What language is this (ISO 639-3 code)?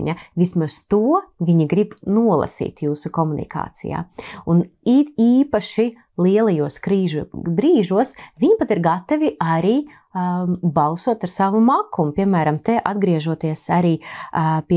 lav